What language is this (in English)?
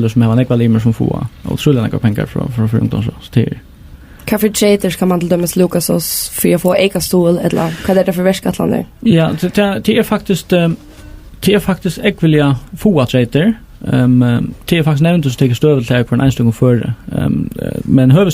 Faroese